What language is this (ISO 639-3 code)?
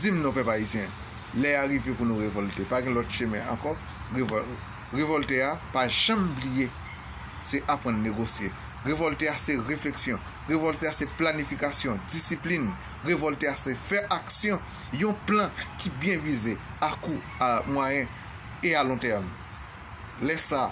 hat